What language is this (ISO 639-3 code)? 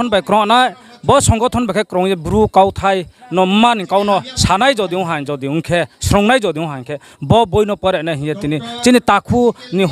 ria